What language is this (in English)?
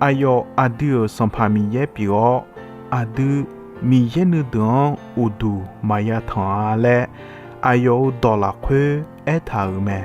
Akha